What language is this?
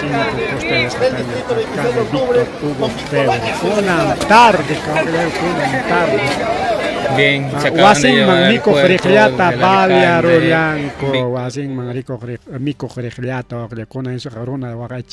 Ayacucho Quechua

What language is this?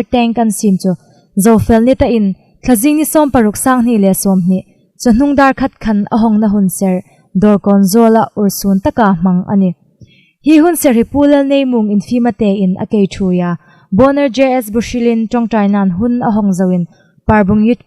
Hmar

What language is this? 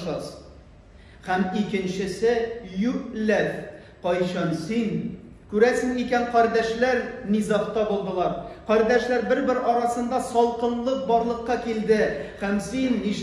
Tatar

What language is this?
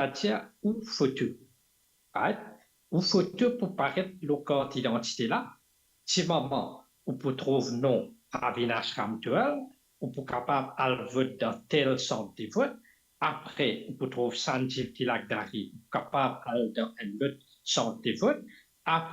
Morisyen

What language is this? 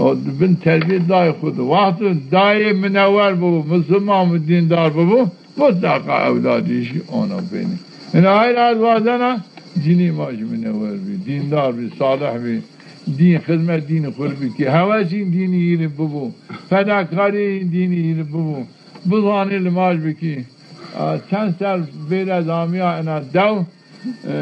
Zaza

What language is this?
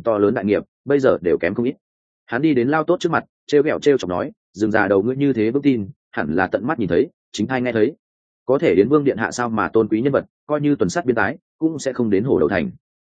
Vietnamese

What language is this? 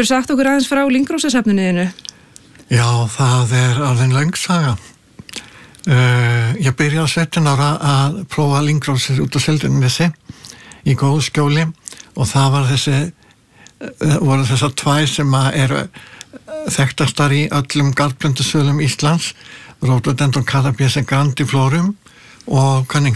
Icelandic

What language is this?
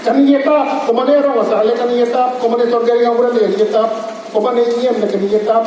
Karbi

